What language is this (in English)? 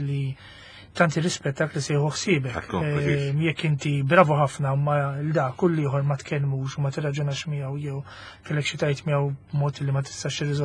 Maltese